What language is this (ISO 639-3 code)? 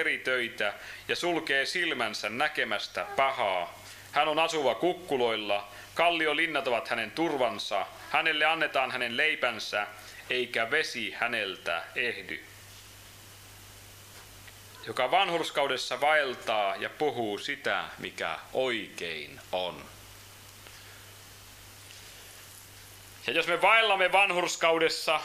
fin